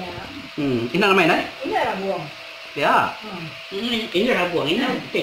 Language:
Iban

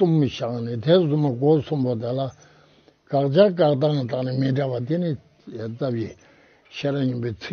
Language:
Tibetan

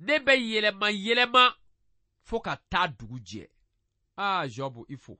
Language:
Bambara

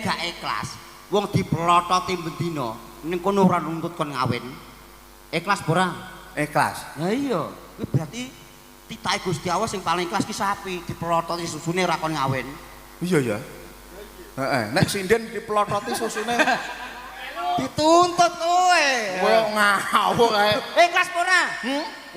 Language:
Javanese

